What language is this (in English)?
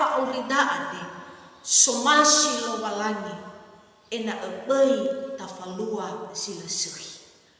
Nias